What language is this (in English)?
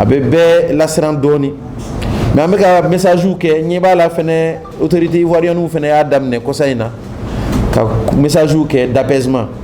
Bambara